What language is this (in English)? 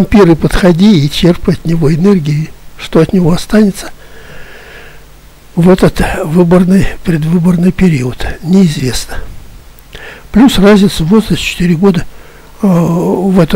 Russian